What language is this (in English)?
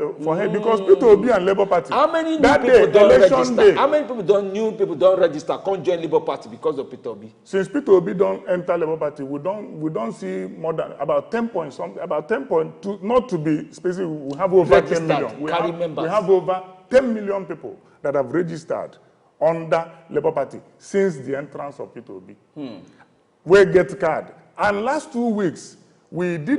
Nigerian Pidgin